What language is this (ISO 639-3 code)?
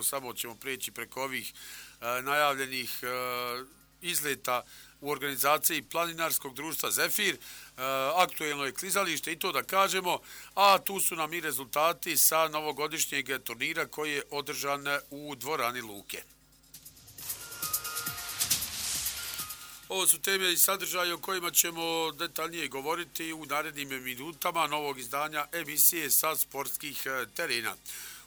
bos